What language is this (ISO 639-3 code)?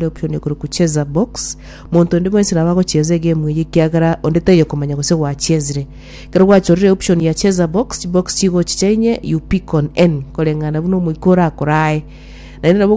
guz